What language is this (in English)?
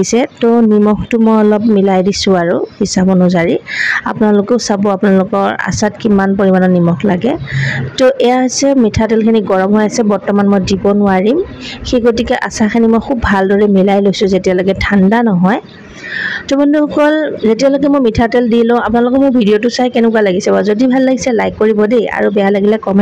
Assamese